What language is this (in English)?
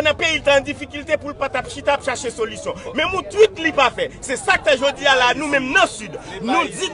Haitian Creole